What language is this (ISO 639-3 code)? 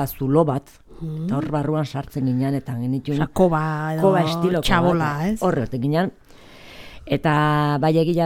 eus